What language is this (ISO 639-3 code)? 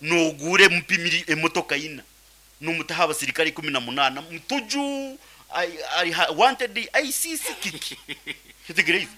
nyn